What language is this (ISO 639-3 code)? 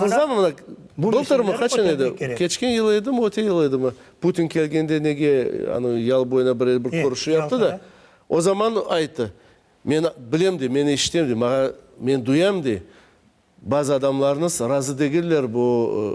crh